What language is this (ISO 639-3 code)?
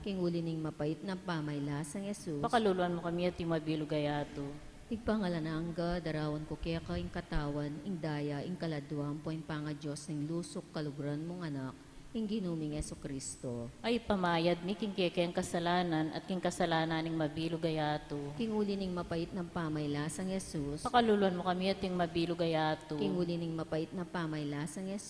pam